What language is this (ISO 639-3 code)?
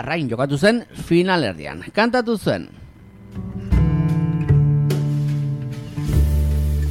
eus